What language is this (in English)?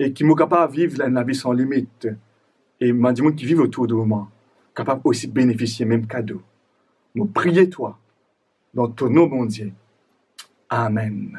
Morisyen